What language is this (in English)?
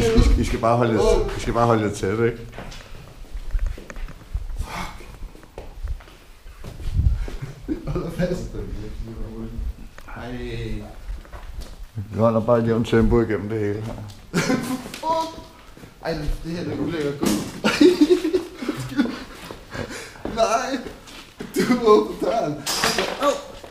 Danish